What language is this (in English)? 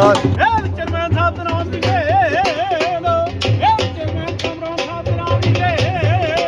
Pahari-Potwari